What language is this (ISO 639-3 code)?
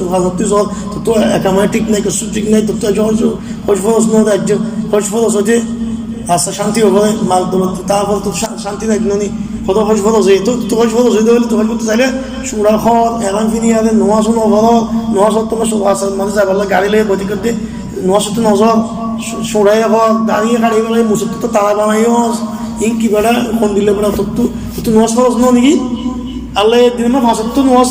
rhg